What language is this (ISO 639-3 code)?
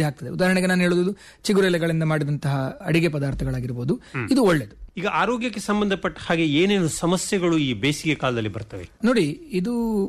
kan